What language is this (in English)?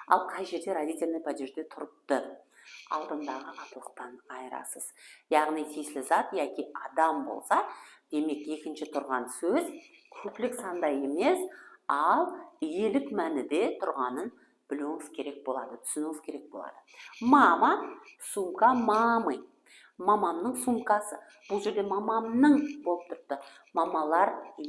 Kara-Kalpak